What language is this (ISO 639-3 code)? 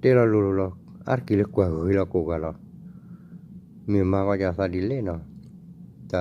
ksw